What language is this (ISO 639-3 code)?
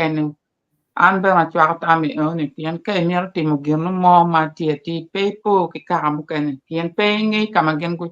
ach